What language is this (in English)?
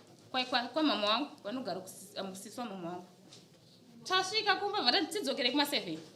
Shona